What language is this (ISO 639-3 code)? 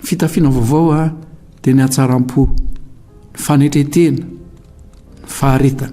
mlg